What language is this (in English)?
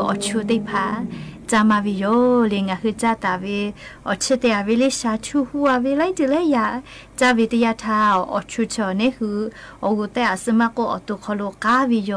Lahu